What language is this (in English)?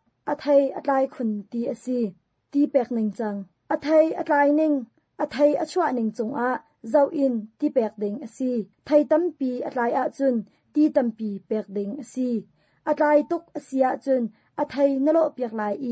Hakha Chin